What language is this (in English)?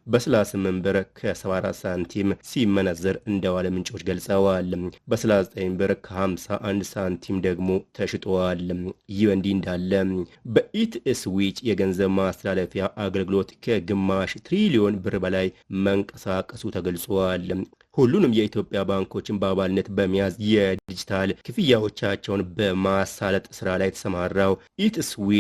Amharic